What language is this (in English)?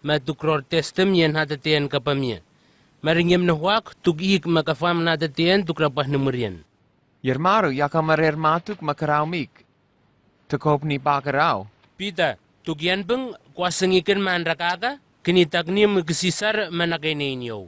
Southwest Tanna